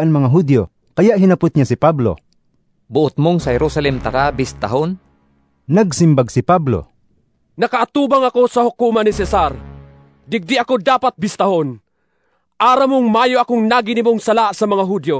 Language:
Bikol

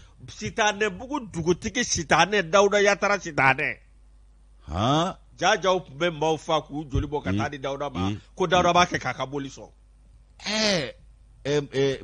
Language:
Bambara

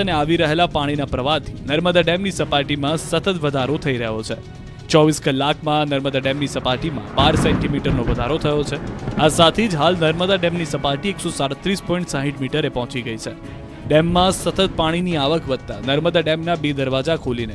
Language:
Gujarati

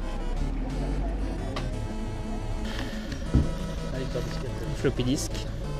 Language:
French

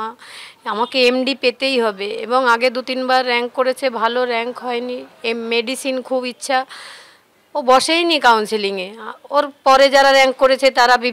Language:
Bangla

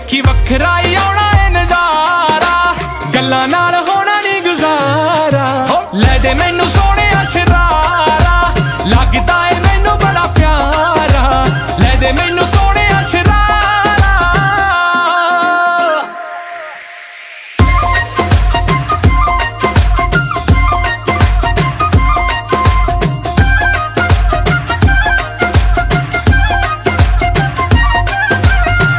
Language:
Punjabi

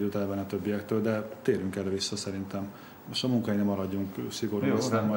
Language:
Hungarian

